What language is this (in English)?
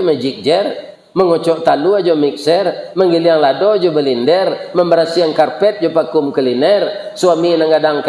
Minangkabau